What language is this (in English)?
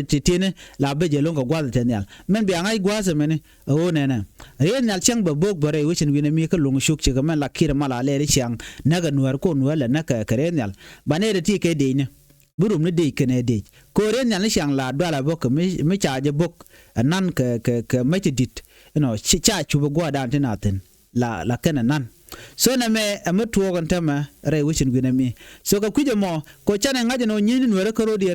Nuer